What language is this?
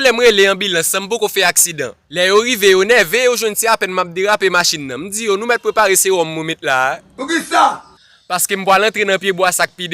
Haitian Creole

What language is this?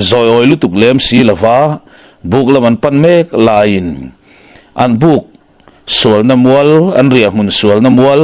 Mizo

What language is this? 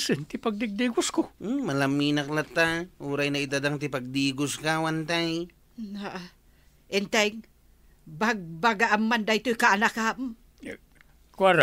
Iloko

